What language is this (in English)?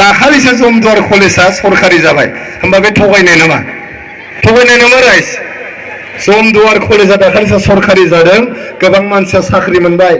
Bodo